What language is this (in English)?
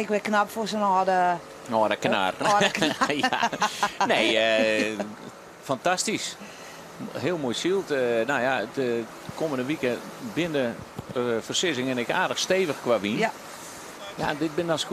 Western Frisian